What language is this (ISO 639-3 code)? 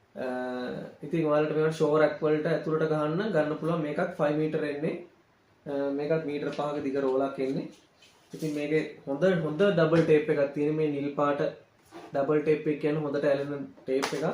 sin